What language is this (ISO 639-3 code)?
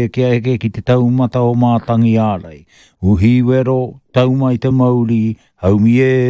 mri